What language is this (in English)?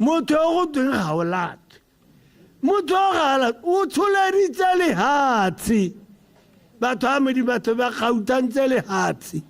Tswana